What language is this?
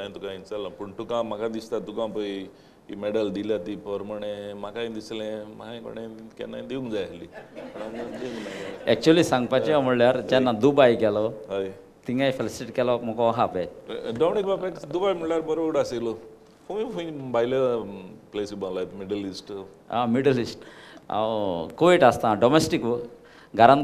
Konkani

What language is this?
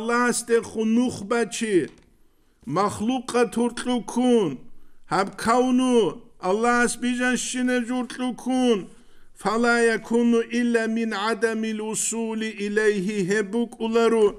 Avaric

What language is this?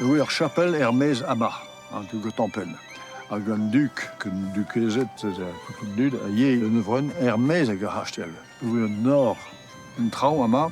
Breton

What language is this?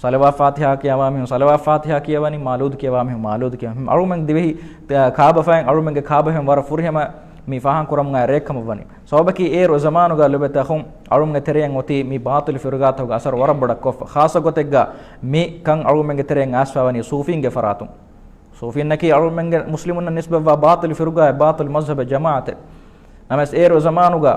Divehi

